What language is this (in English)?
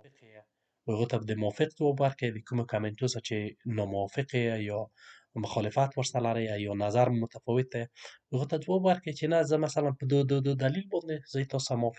Pashto